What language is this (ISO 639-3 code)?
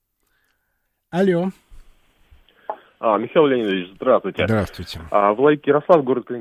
rus